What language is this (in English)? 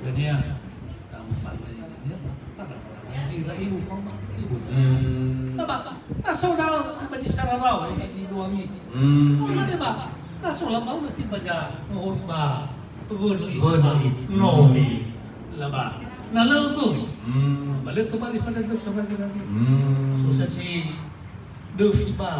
Nias